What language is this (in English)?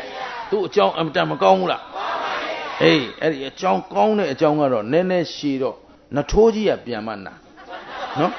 Burmese